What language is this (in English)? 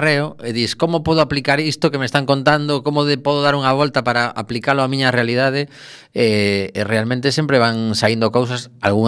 Galician